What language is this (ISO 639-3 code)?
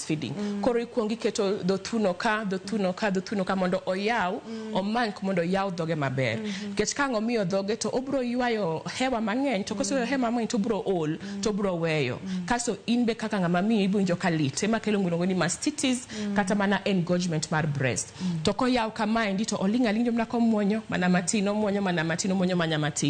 luo